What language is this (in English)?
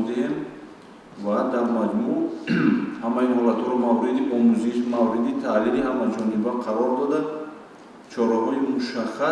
Tajik